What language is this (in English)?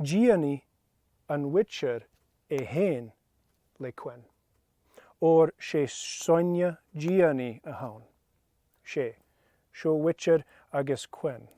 Scottish Gaelic